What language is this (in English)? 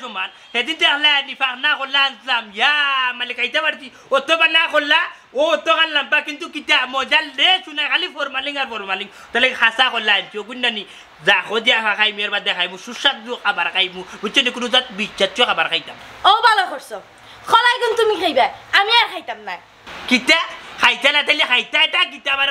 Sylheti